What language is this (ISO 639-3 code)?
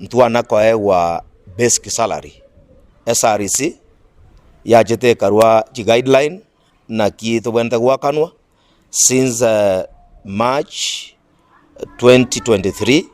guz